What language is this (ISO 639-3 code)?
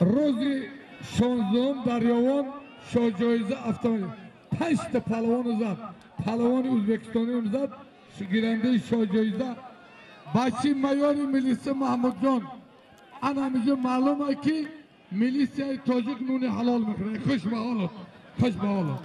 tgk